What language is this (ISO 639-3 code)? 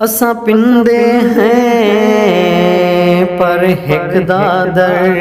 skr